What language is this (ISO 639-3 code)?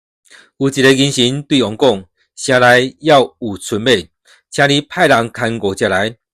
nan